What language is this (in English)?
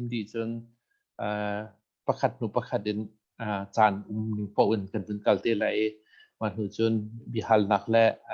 Hakha Chin